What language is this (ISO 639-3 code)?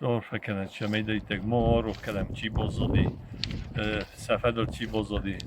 oss